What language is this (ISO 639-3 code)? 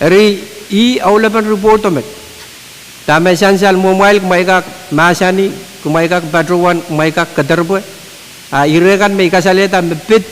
pon